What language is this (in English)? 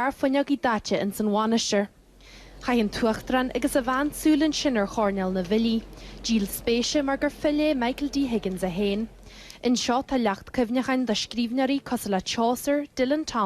Irish